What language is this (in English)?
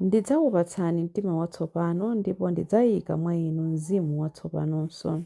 Nyanja